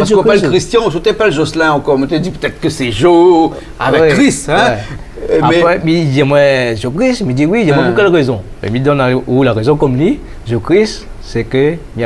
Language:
Réunion Creole French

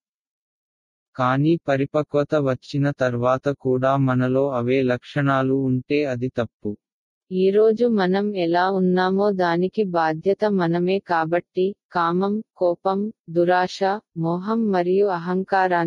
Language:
Telugu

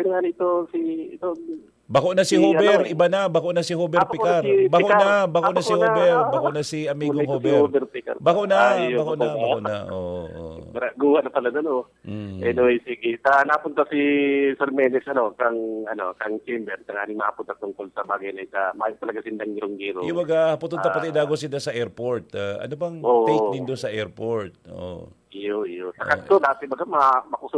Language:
Bikol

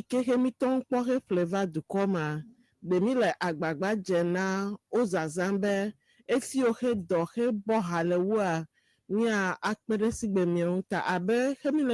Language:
Ewe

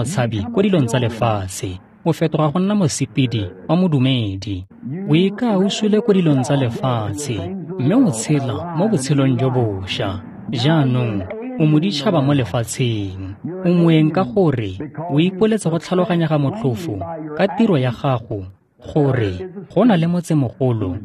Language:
Tswana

